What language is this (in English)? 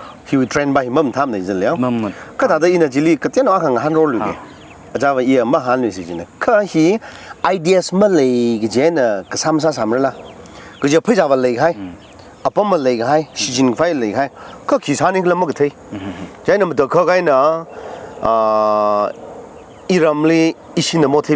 Tangkhul Naga (India)